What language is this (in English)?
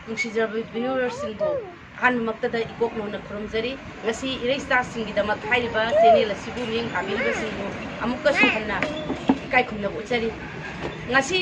Manipuri